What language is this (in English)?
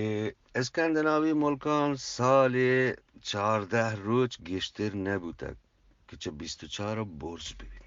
Eastern Balochi